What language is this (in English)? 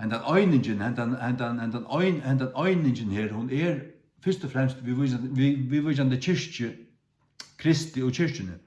Faroese